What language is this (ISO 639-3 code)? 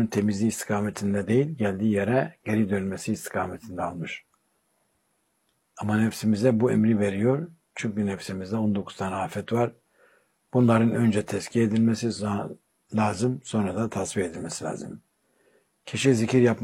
tur